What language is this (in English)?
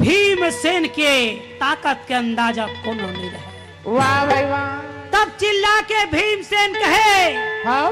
Chhattisgarhi